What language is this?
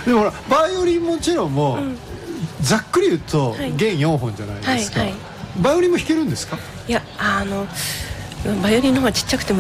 Japanese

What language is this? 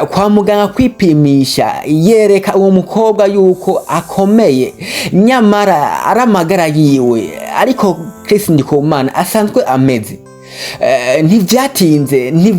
Rundi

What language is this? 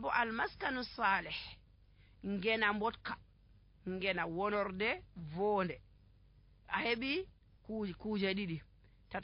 Nigerian Fulfulde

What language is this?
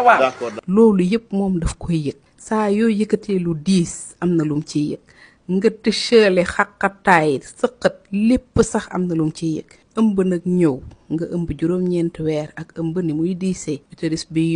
Wolof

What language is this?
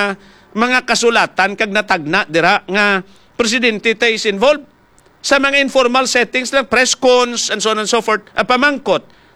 Hiligaynon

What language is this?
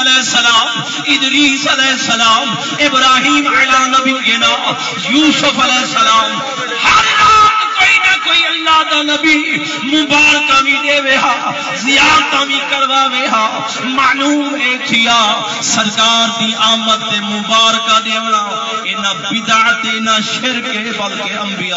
Saraiki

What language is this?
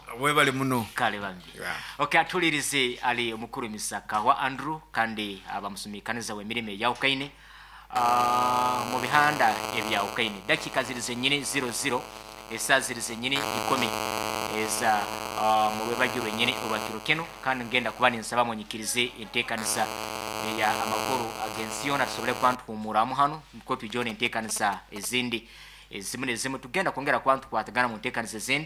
Nyoro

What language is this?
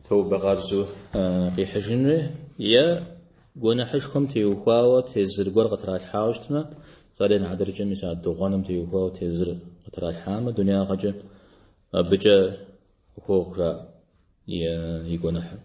Kabardian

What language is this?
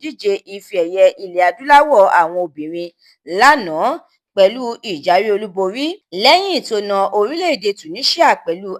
Yoruba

